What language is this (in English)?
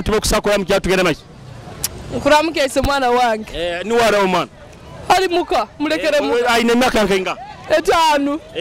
Nyoro